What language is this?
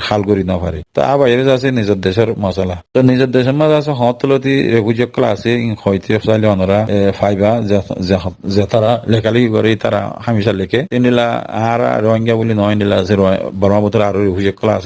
Rohingya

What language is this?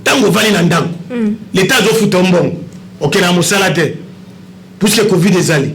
Lingala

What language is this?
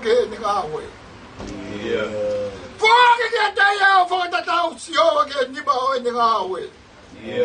Tongan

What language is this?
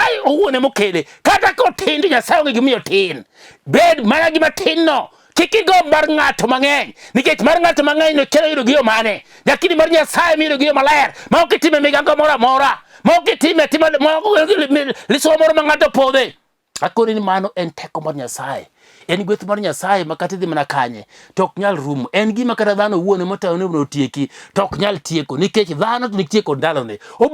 Luo (Kenya and Tanzania)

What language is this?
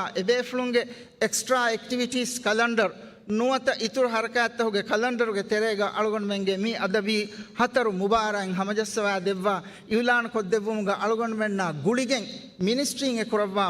Divehi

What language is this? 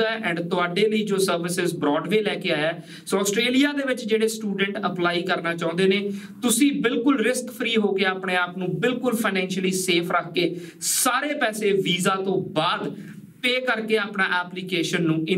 Punjabi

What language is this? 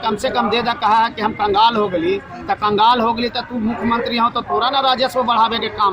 Magahi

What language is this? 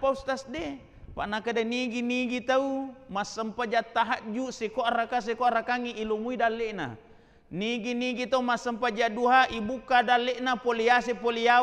Buginese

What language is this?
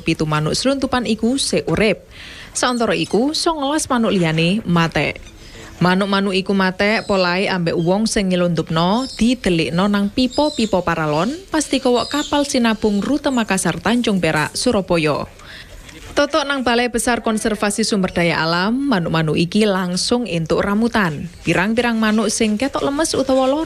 Javanese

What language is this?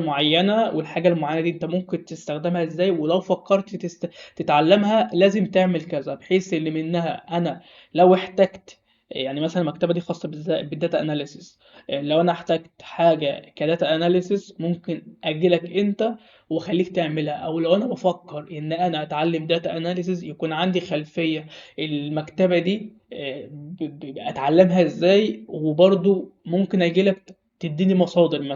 Egyptian Arabic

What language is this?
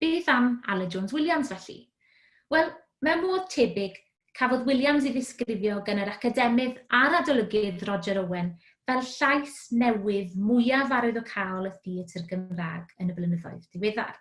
Welsh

